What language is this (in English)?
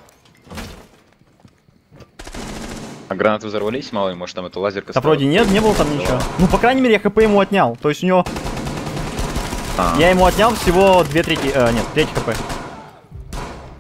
Russian